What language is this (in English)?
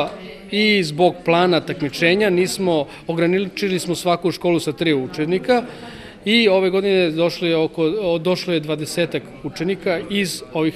Serbian